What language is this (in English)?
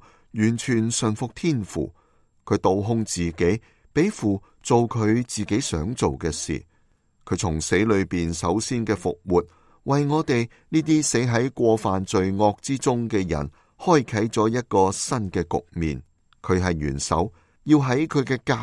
Cantonese